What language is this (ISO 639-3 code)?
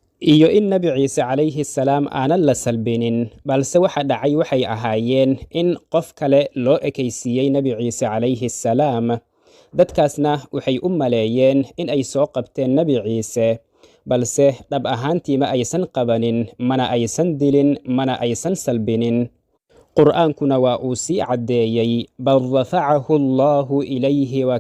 som